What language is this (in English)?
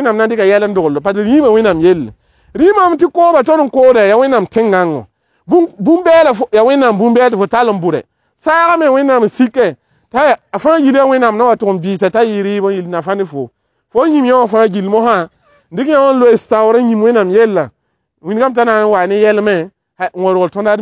Mossi